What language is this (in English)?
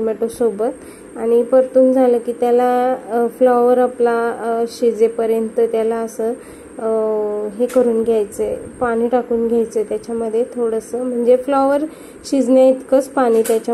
Marathi